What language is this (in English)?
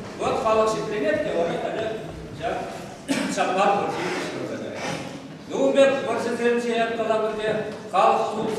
Chuvash